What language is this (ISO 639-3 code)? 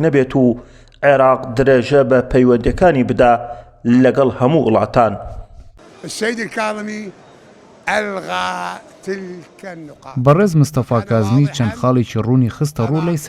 ckb